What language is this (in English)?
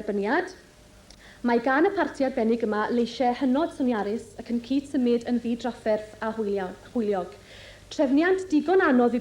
Welsh